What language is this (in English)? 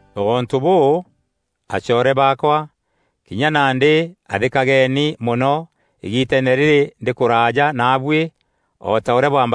Meru